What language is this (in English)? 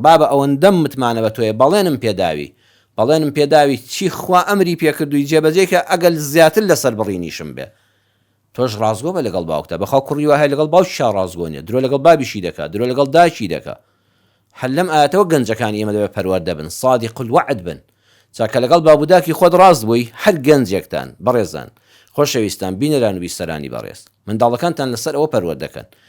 Central Kurdish